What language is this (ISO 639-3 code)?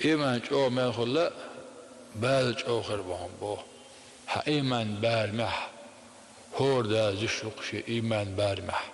che